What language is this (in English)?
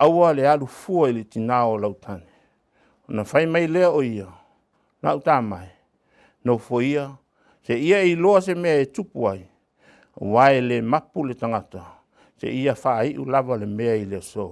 Samoan